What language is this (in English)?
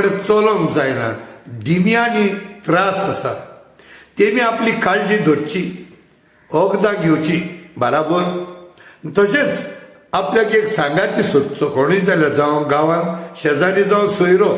Konkani